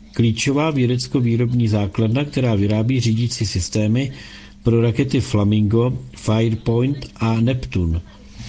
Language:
Czech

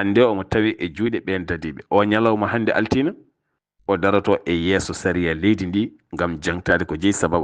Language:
Fula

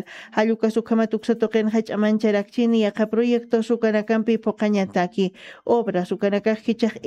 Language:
Aymara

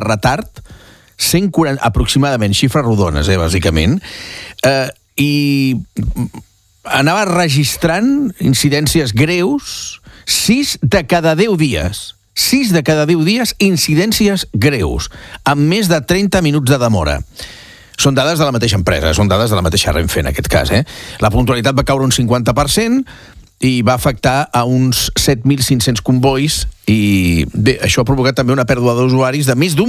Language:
Catalan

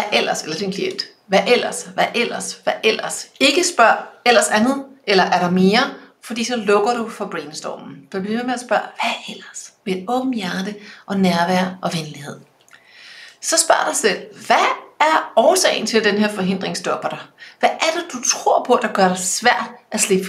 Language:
Danish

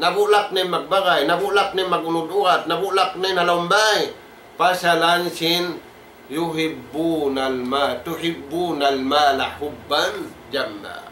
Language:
Tausug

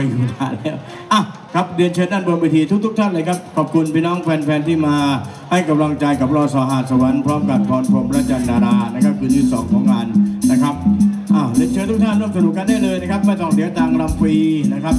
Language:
Thai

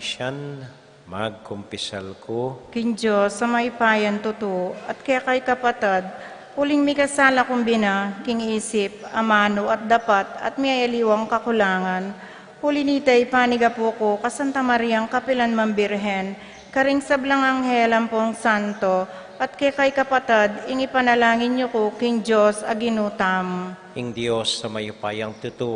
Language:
Pampanga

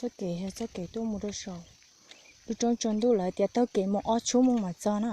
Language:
Hmong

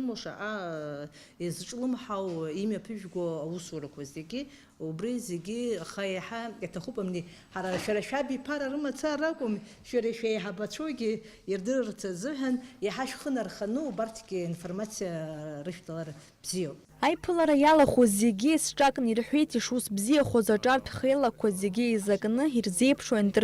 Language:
Abkhazian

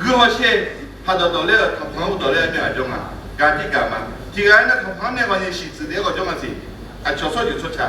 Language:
Akha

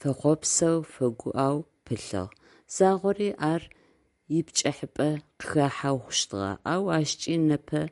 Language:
Adyghe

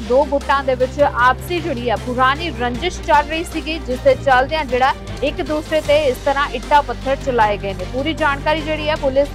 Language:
Punjabi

